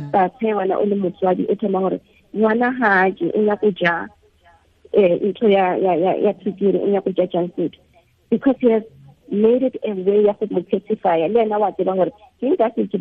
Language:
Tswana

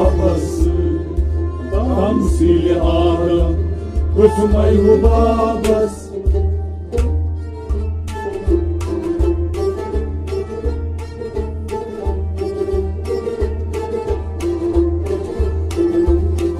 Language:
Kashmiri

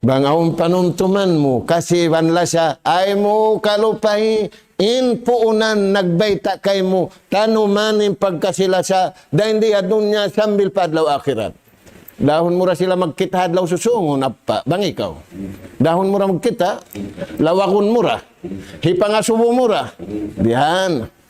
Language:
Tausug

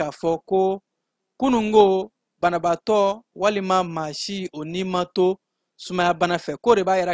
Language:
Bambara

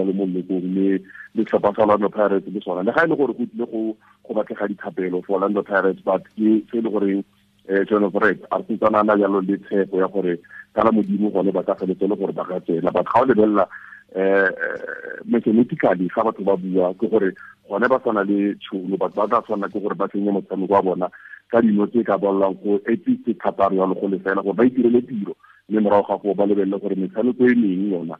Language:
Tswana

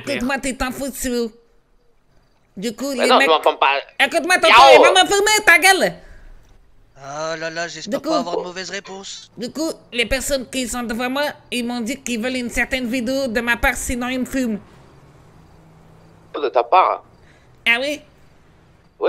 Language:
French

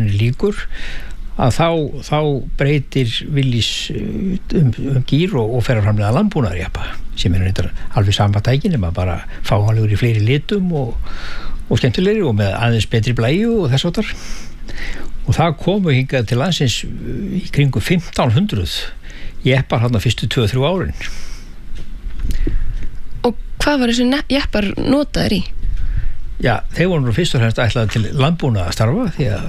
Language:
Icelandic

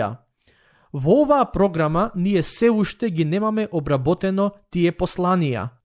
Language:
Macedonian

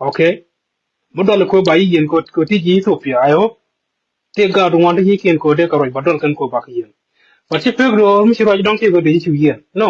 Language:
Nuer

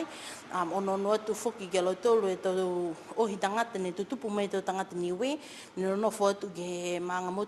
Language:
Niuean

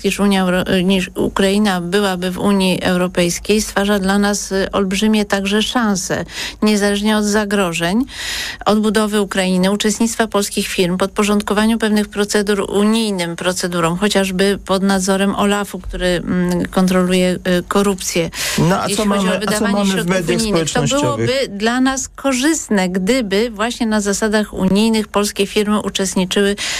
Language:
Polish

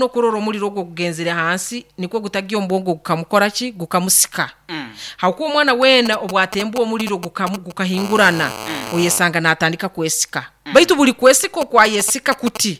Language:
Nyankole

